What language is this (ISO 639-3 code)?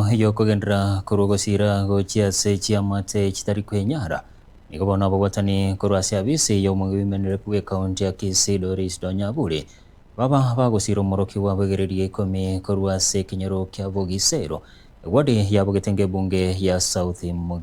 guz